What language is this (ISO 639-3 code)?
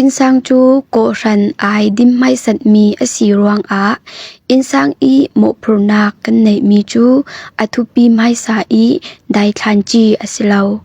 cfm